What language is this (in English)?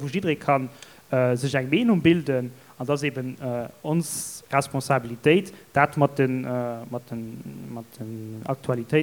Luxembourgish